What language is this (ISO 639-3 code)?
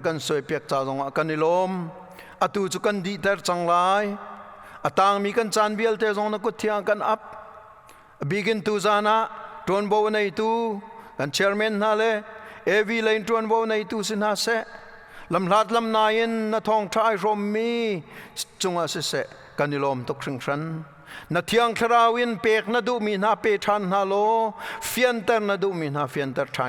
cnh